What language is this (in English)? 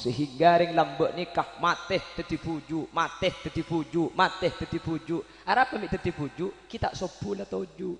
Madurese